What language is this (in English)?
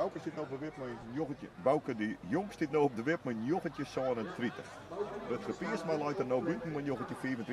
Western Frisian